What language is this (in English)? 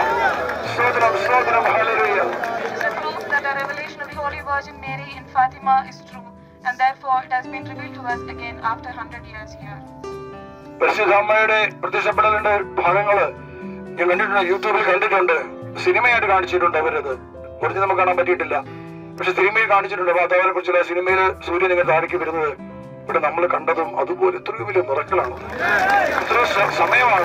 Malayalam